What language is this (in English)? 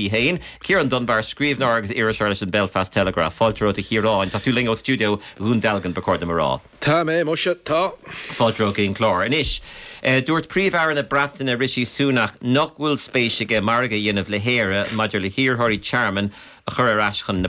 Irish